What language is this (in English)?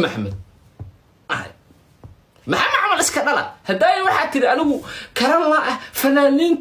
Somali